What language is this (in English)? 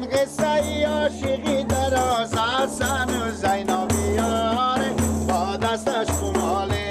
Persian